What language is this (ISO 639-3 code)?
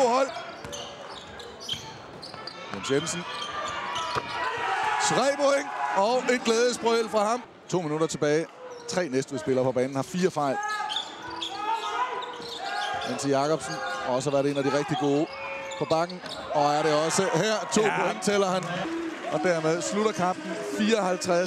dan